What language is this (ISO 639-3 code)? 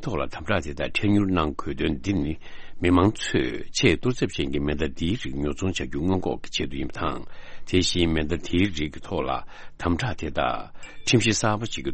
bod